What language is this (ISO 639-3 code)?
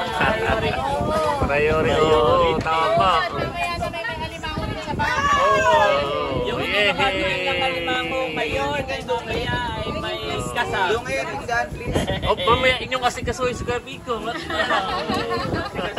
fil